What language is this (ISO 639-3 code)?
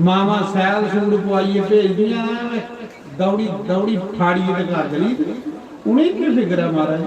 doi